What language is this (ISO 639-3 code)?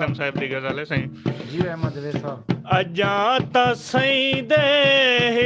skr